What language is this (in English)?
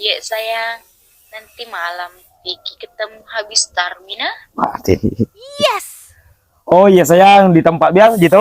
Buginese